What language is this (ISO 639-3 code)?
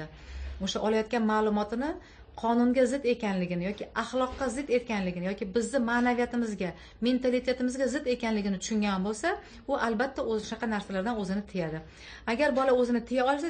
uzb